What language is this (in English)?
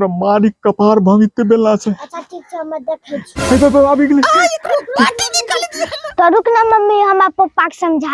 Angika